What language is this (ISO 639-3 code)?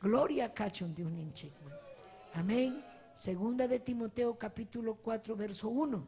quy